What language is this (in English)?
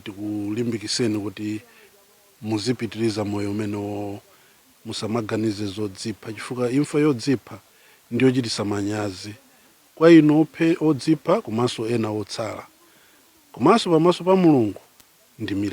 Nyanja